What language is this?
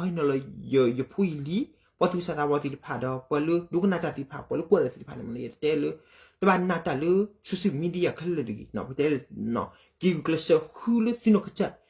S'gaw Karen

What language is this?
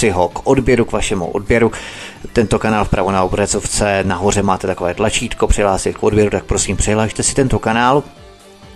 Czech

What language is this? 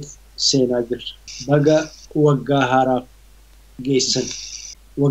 Oromo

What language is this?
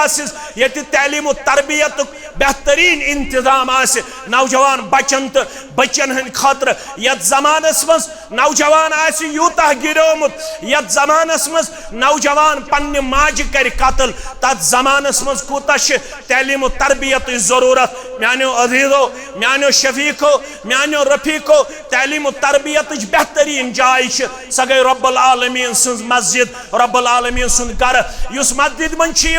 Kashmiri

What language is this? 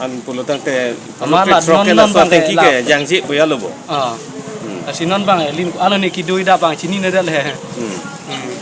Karbi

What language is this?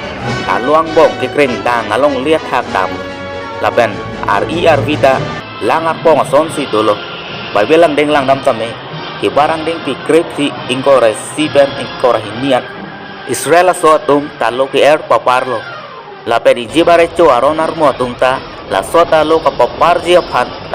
Karbi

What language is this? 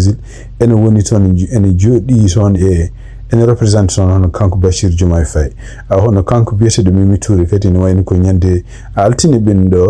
Fula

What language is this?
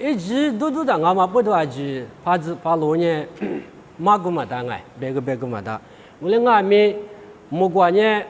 Lisu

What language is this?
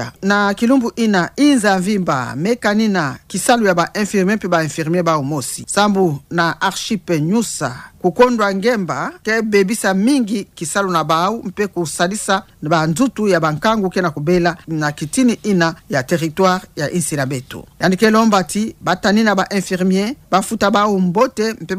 Kituba (Democratic Republic of Congo)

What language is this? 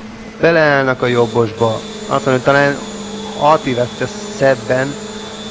Hungarian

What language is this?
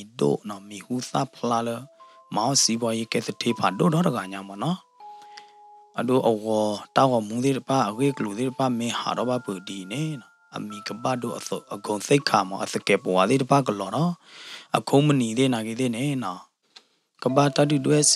S'gaw Karen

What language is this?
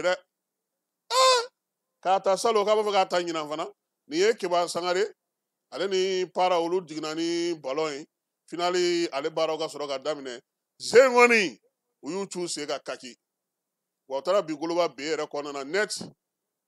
Bambara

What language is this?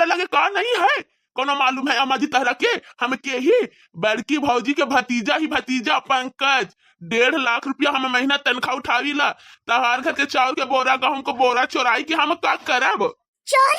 Bhojpuri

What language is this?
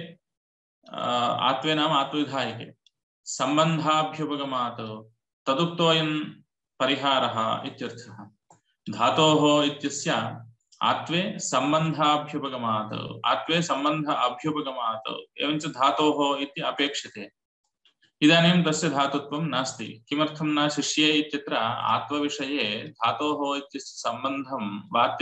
Sanskrit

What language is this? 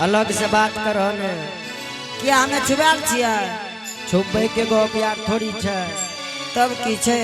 Angika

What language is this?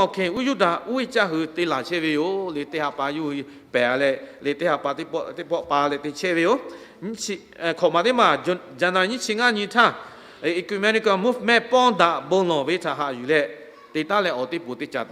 Lahu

